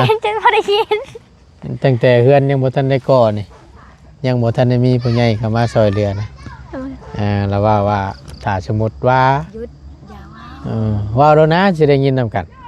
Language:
Lao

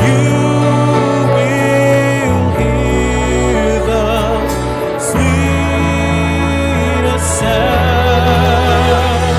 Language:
Gilbertese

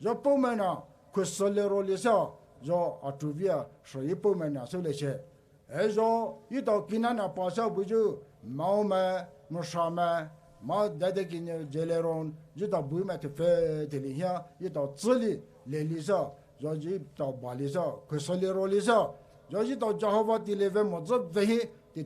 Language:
Poumei Naga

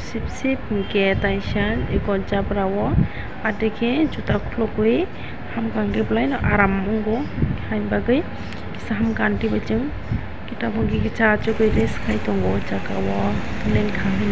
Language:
Kok Borok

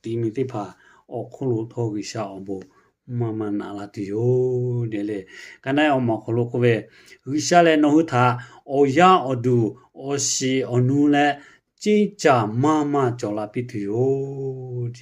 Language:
Lahu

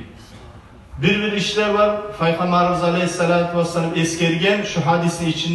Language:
Kumyk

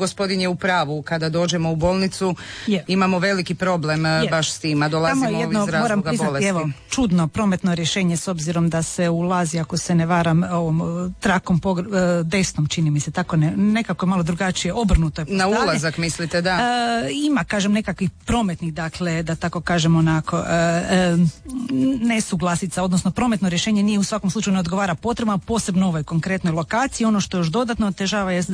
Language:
Croatian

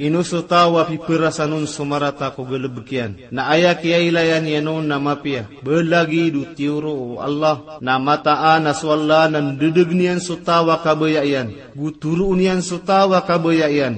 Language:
Maranao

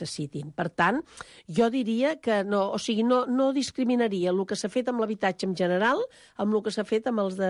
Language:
Catalan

